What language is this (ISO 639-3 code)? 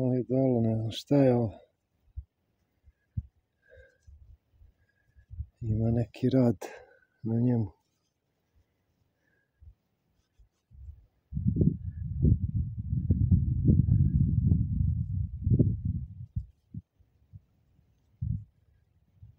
srp